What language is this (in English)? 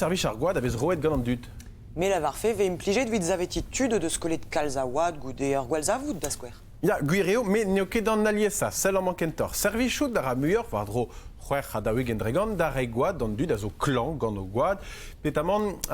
Breton